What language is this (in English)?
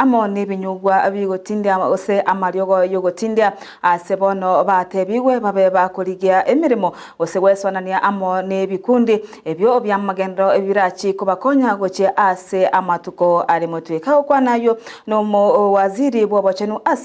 Gusii